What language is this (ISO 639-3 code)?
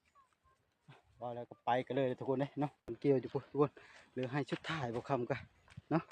lao